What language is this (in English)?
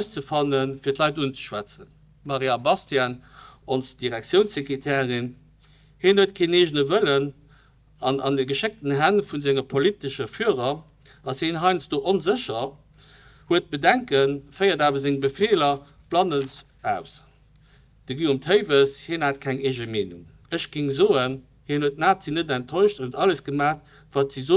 Luxembourgish